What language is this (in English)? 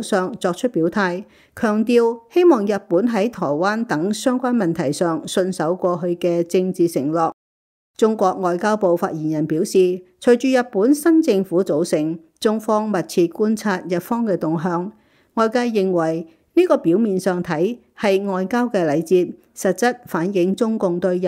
Cantonese